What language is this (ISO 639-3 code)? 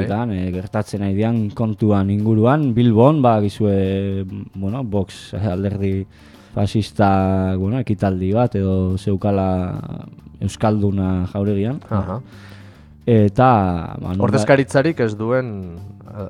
eus